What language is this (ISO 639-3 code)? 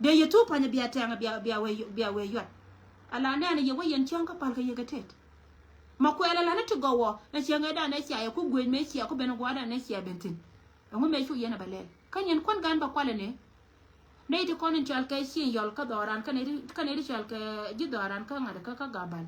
nus